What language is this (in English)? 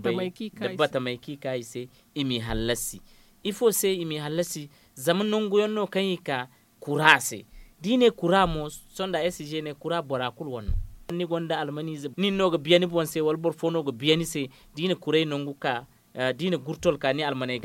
Zarma